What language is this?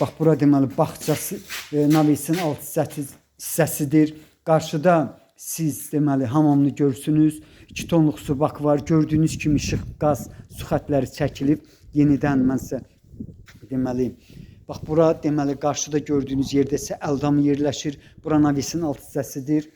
Azerbaijani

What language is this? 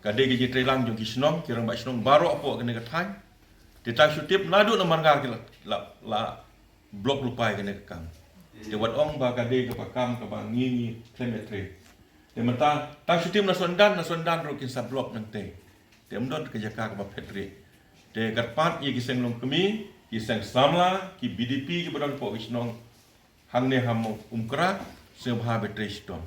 Khasi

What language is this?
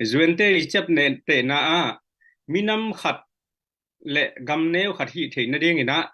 Tedim Chin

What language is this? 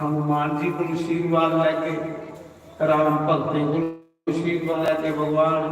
Dogri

